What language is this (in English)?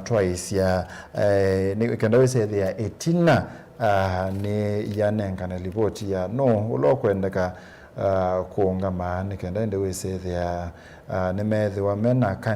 Kamba